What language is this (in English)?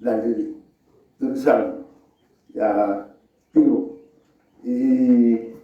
Tswana